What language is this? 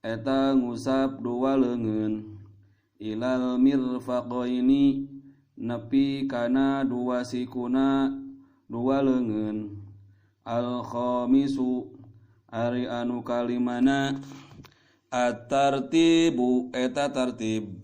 Sundanese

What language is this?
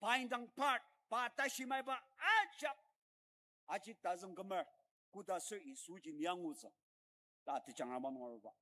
Ao Naga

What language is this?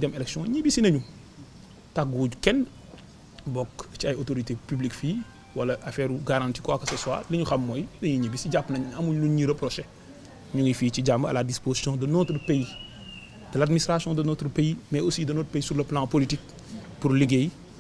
Wolof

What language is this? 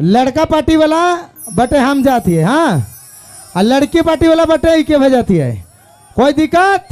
Sadri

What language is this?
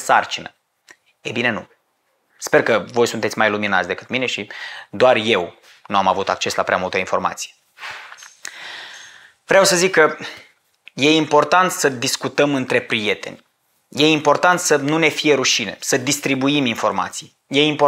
Romanian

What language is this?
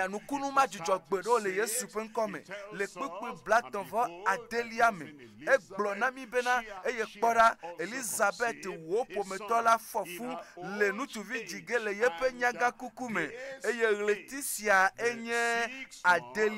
Ewe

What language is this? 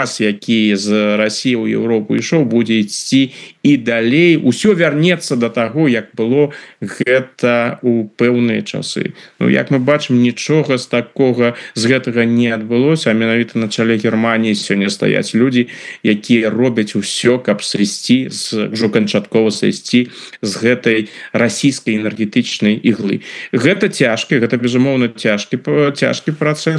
Belarusian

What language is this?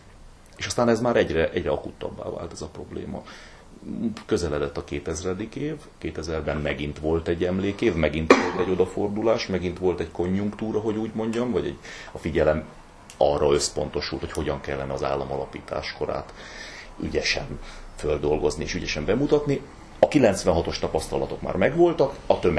Hungarian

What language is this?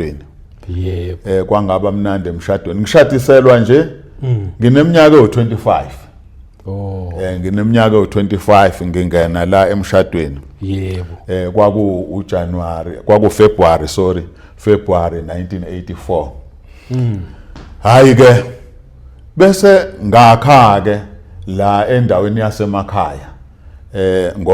Zulu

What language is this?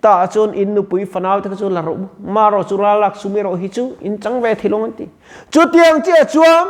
Mizo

